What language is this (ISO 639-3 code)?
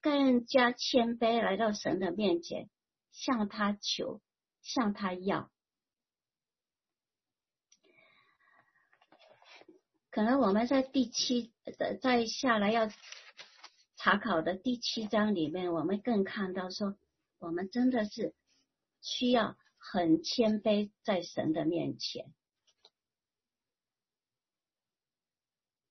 zho